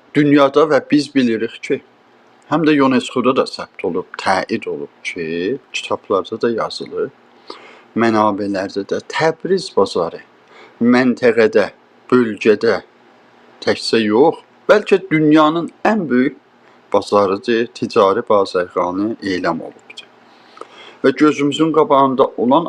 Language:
South Azerbaijani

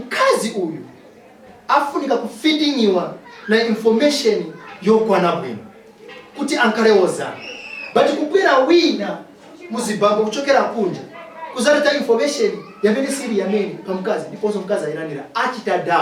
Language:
Nyanja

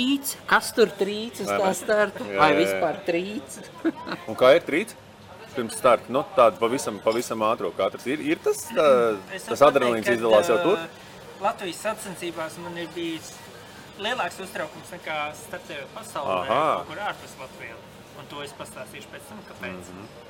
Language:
Latvian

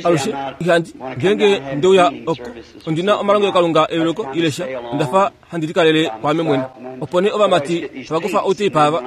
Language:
Kuanyama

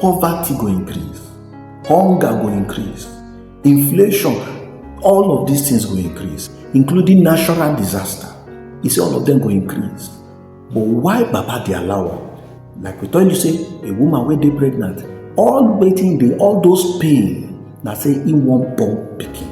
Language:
Nigerian Pidgin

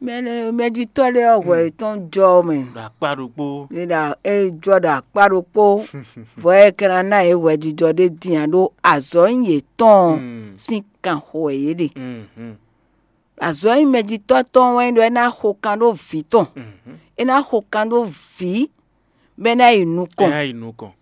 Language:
Fon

